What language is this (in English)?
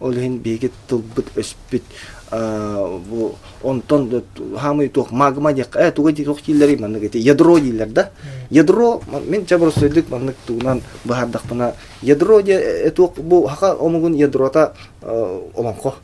Yakut